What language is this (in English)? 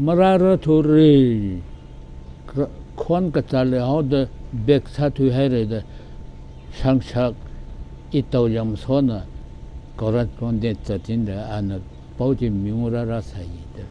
Tangkhul Naga (India)